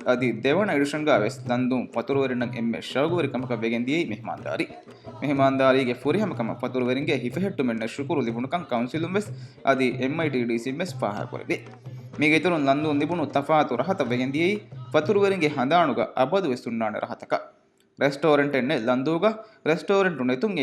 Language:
Divehi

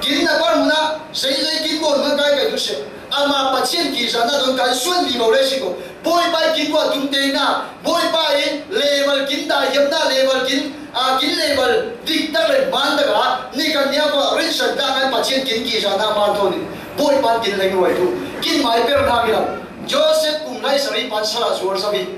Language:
Falam Chin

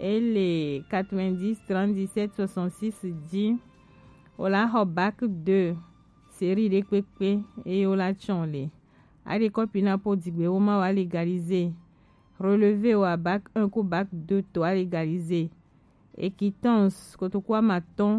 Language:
Gen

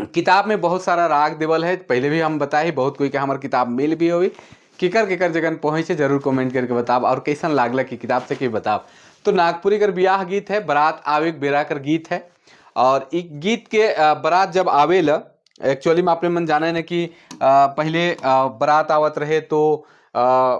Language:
Sadri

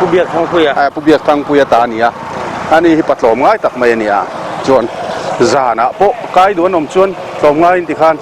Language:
Mizo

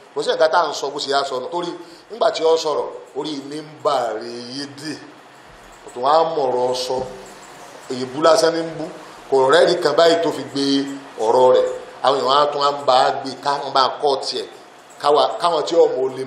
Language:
Yoruba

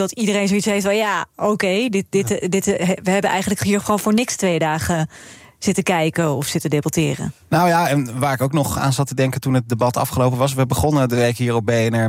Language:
Dutch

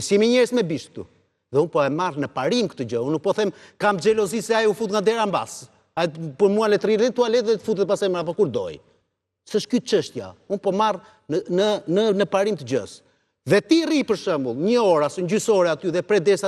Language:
Albanian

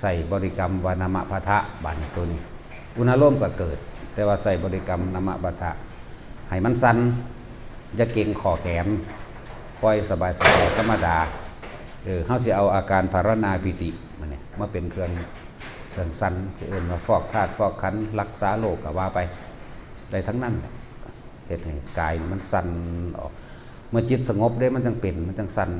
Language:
Northeastern Thai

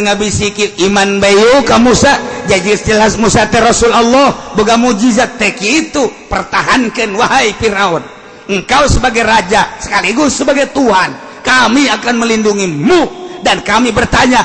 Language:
Sundanese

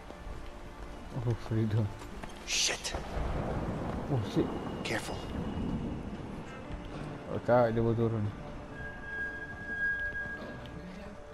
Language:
Malay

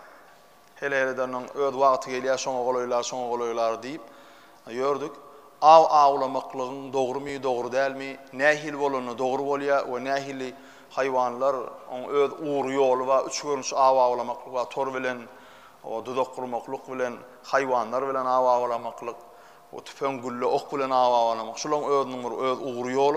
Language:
Turkmen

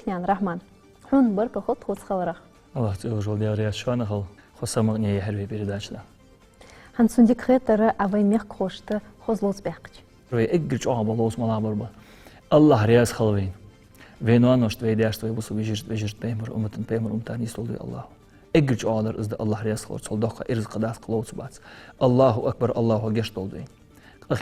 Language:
Ingush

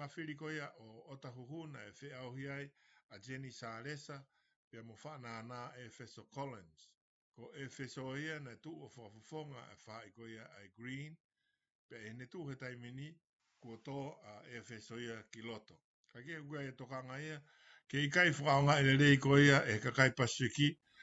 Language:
Tongan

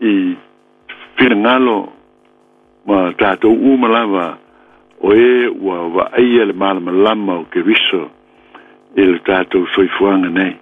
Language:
Samoan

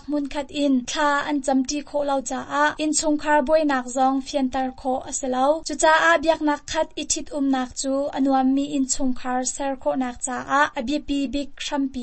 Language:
Hakha Chin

